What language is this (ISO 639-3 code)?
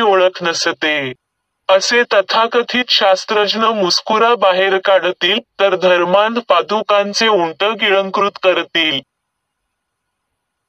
mar